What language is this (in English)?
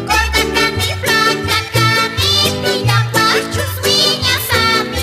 South Bolivian Quechua